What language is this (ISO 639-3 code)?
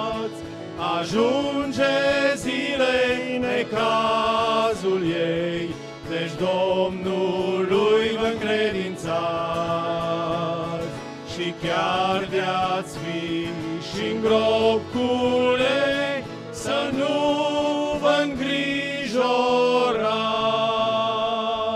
ron